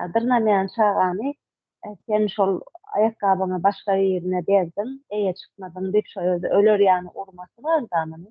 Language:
Turkmen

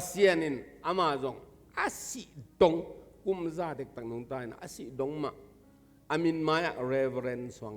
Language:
Tedim Chin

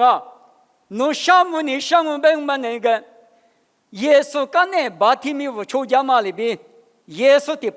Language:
Lisu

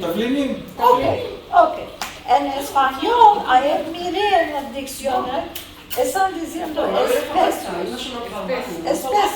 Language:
Ladino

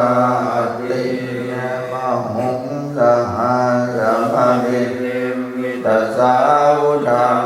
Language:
Pali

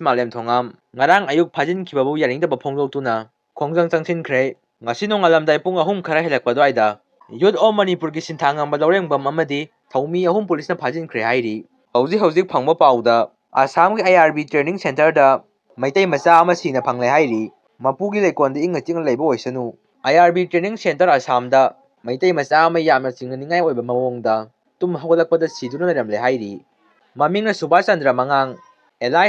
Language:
Manipuri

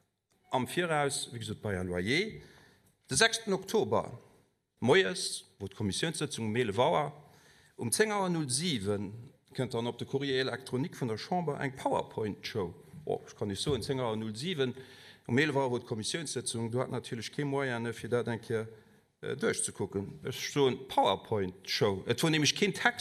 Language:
Luxembourgish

